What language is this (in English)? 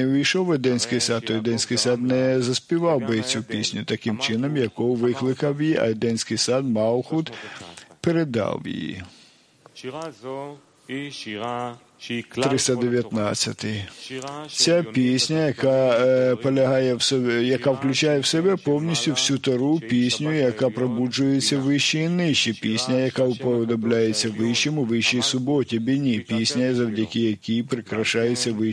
Ukrainian